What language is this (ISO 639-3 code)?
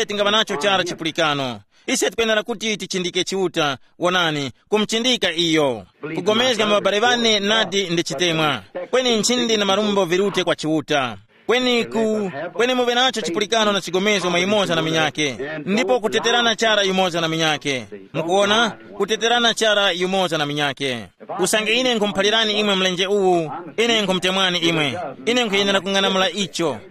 tum